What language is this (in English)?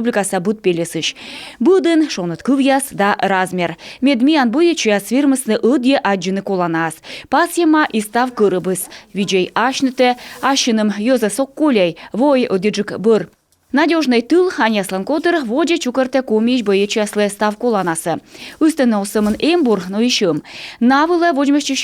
Komi